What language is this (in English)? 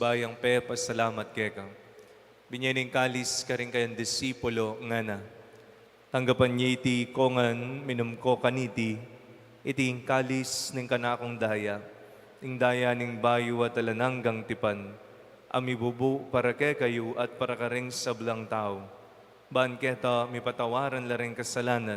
Pampanga